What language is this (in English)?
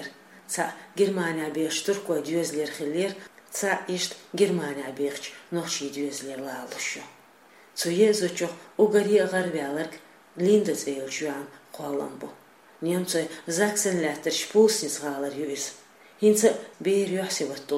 Chechen